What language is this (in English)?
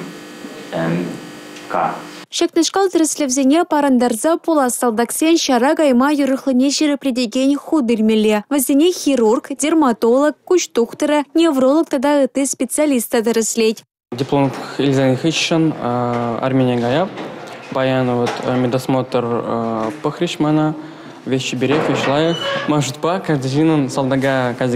Chuvash